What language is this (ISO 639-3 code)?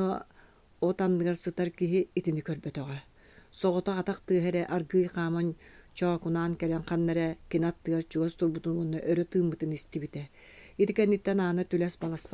sah